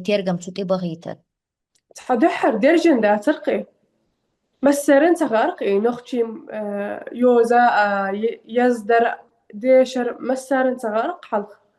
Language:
Chechen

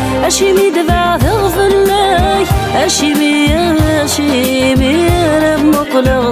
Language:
Kabyle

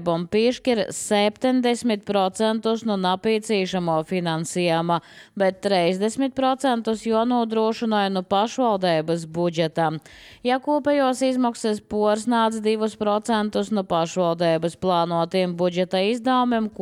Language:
Latvian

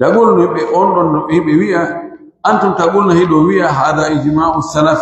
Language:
Pular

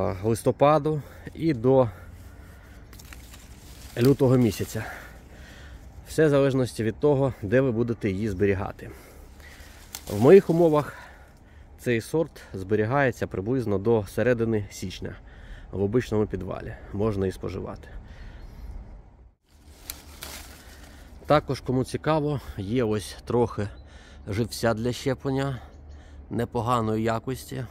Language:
Ukrainian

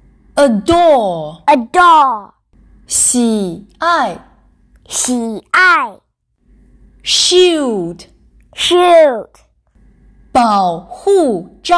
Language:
Chinese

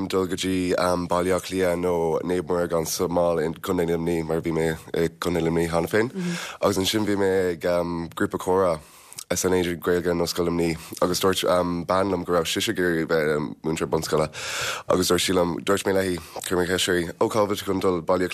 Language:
Irish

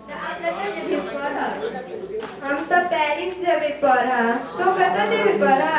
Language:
Maithili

